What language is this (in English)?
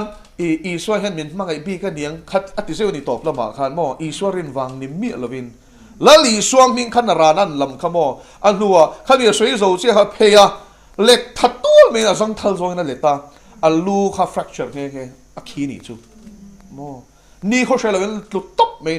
Mizo